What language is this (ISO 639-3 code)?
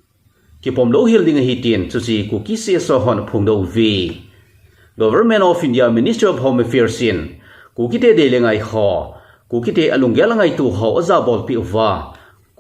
tcz